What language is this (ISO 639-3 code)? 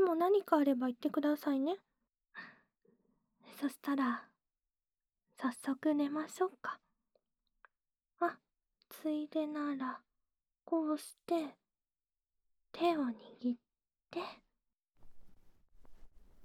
jpn